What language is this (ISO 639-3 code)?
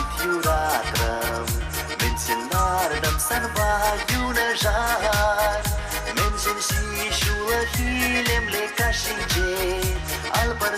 chv